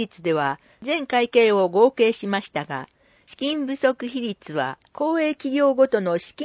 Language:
Japanese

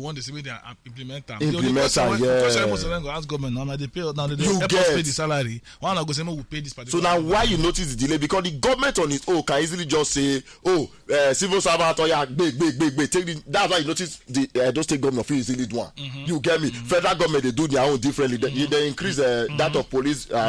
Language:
Nigerian Pidgin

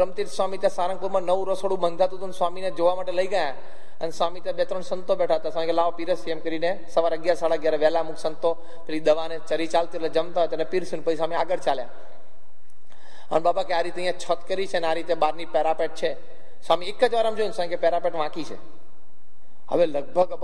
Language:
Gujarati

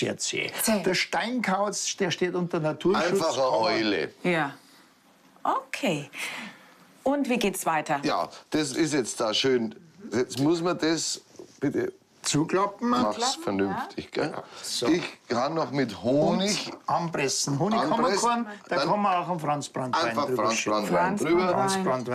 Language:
Bavarian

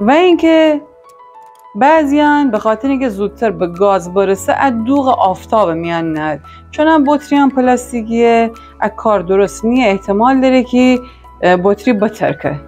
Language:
Gilaki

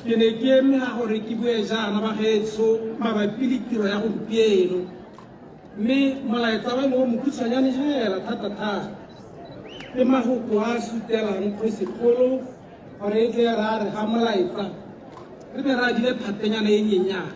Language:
Tswana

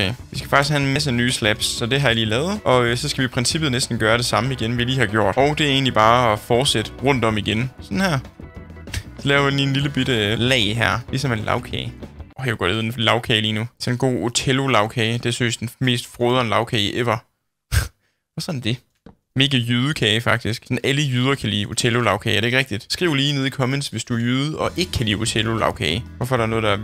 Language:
Danish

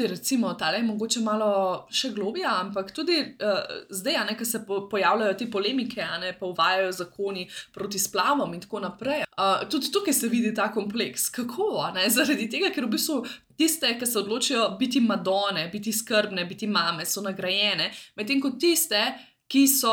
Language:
Slovenian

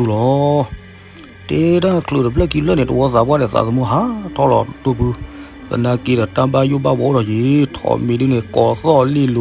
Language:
S'gaw Karen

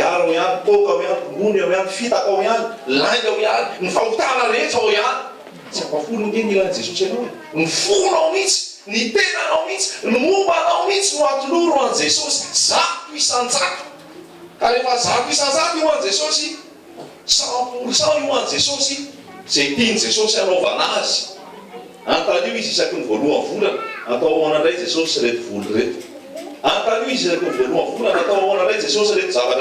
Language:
Malagasy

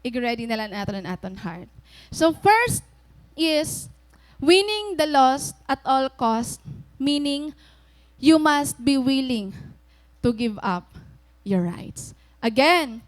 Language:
Waray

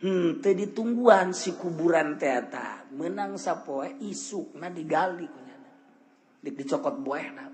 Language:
Sundanese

